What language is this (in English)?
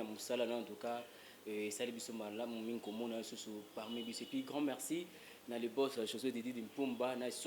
Lingala